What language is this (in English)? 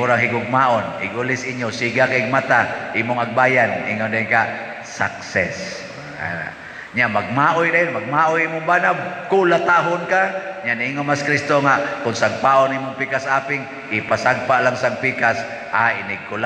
Cebuano